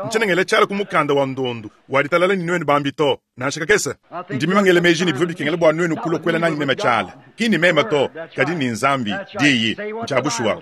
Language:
Luba-Lulua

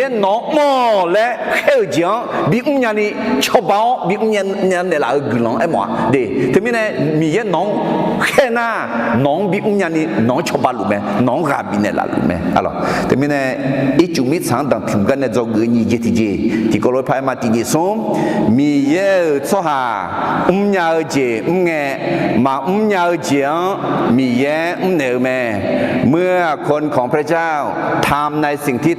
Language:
Akha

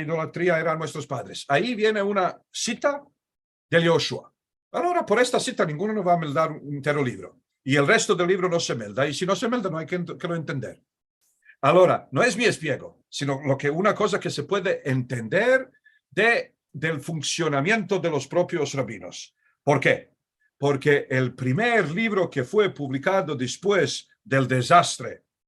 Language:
Ladino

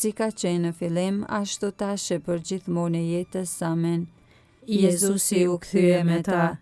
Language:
Albanian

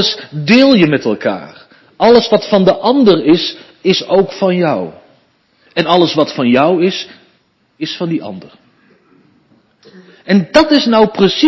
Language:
Dutch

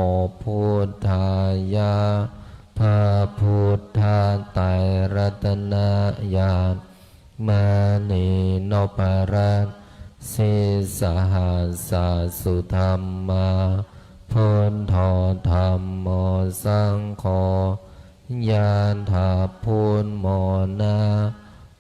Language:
Pali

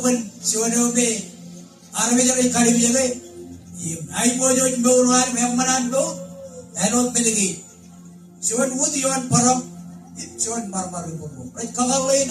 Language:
Marshallese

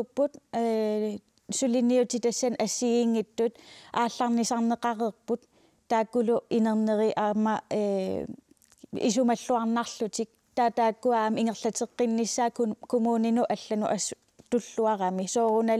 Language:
Kalaallisut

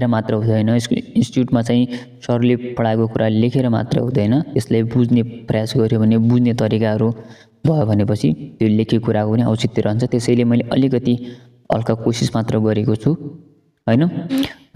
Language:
Nepali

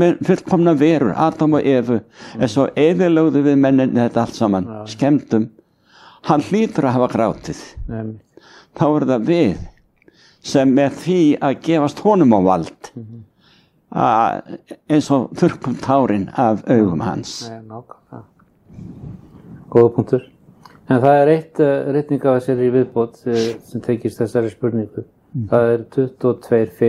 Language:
Icelandic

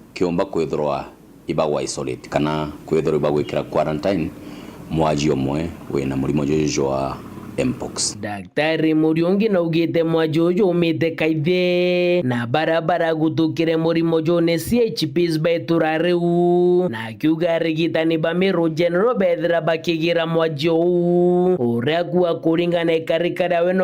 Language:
Meru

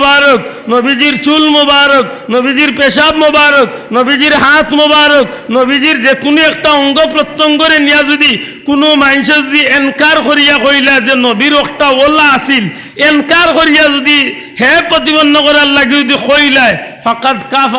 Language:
Sylheti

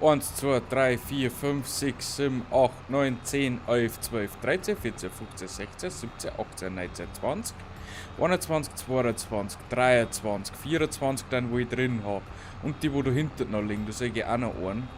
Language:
Bavarian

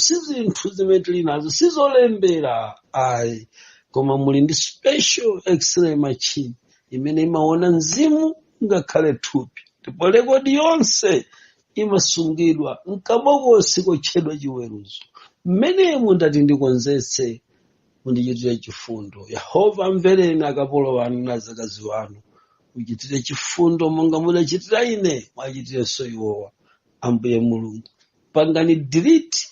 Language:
Nyanja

